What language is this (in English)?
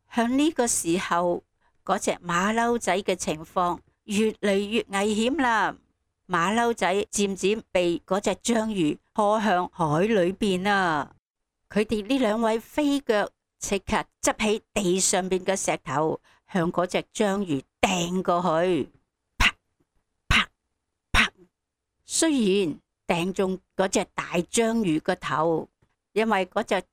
Cantonese